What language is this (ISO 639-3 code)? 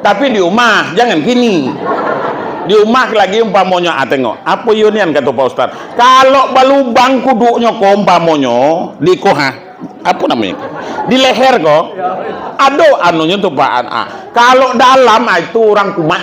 min